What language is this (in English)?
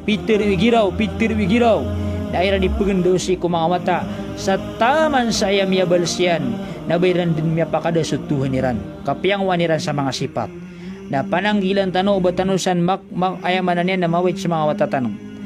Maranao